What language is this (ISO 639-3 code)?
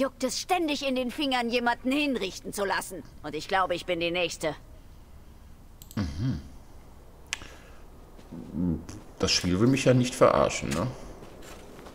deu